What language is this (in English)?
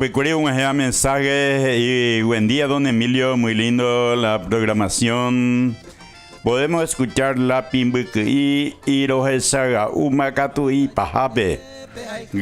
Guarani